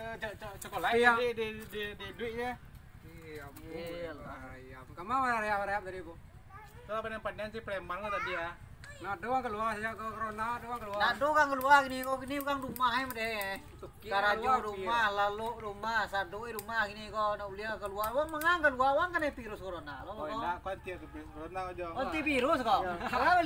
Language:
Minangkabau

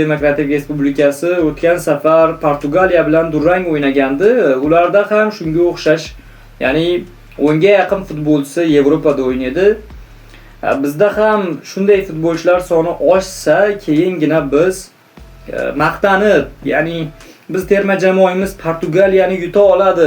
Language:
Uzbek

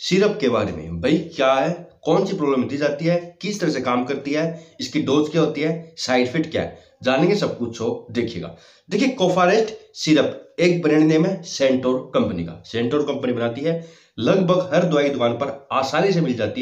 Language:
Hindi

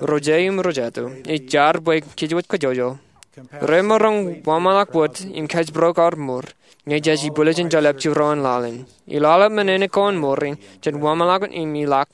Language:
Marshallese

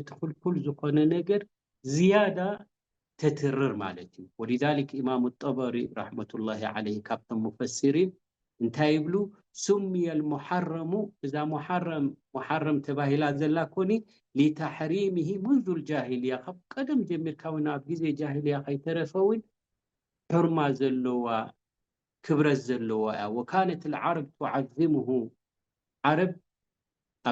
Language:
Tigrinya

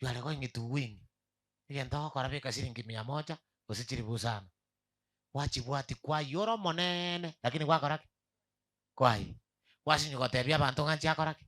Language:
Gusii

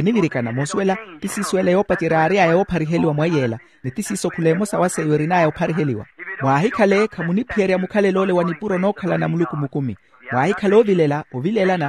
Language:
Makhuwa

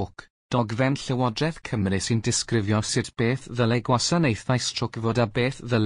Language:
Welsh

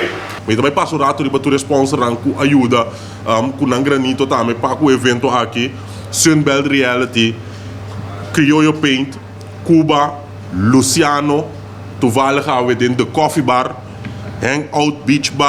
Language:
Papiamento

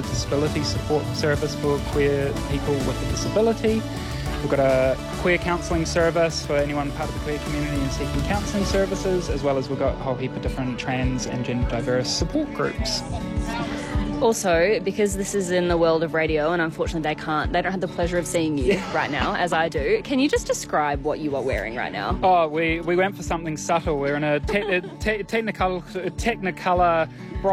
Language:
English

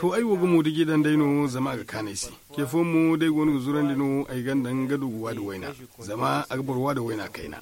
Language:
Zarma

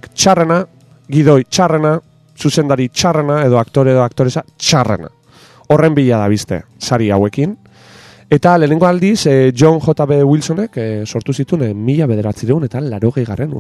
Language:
Basque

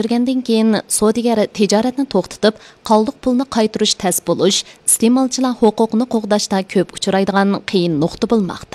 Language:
Uyghur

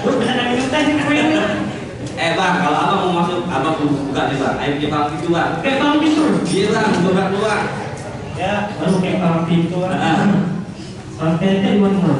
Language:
Betawi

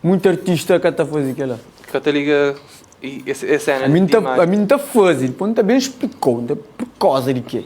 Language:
Kabuverdianu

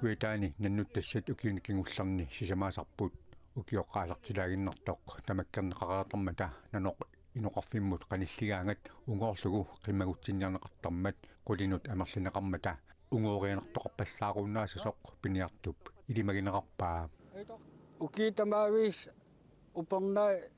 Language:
Kalaallisut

